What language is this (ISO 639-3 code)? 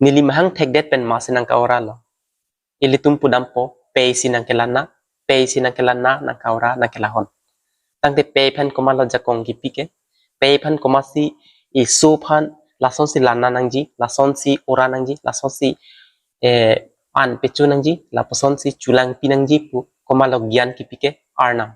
mjw